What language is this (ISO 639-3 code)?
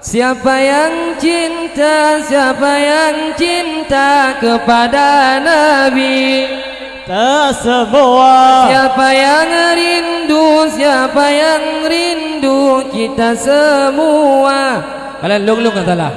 ace